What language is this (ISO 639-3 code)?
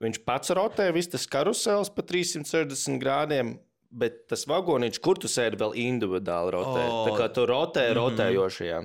lav